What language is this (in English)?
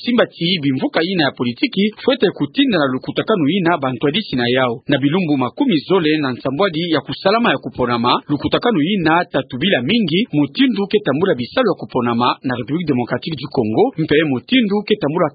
Kituba (Democratic Republic of Congo)